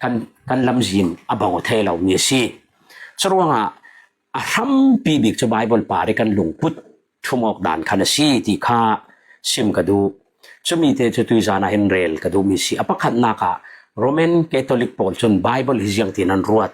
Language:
Falam Chin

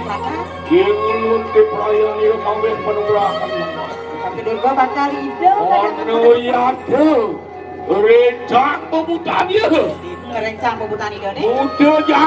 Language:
Balinese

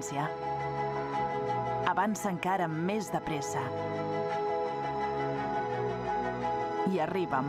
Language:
Catalan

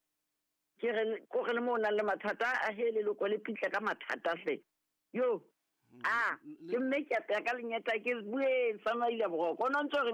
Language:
Southern Sotho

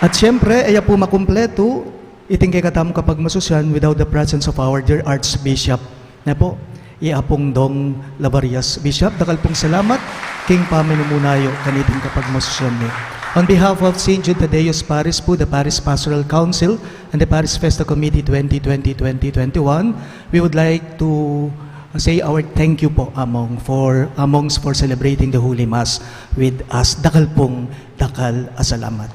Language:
Pampanga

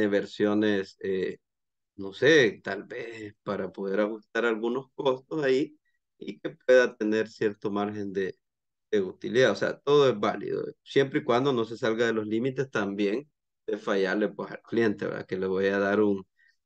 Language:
Spanish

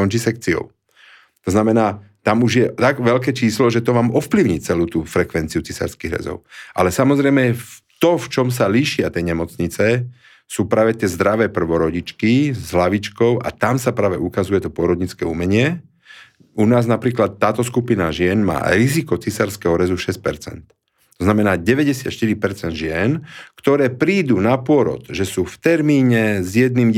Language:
Slovak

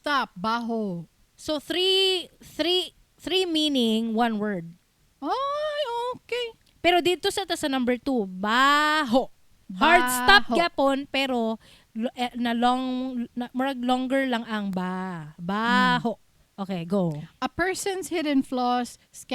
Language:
Cebuano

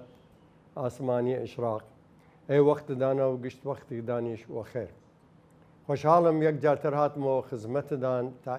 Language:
Southern Kurdish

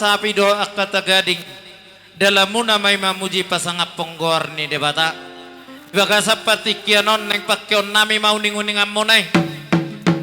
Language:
Batak Toba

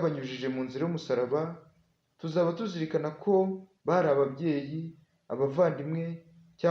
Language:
Kinyarwanda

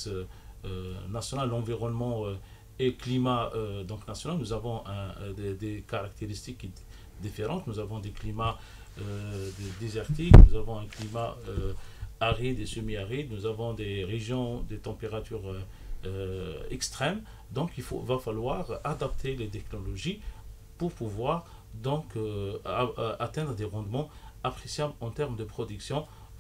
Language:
French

